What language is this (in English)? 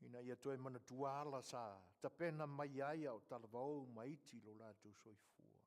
Samoan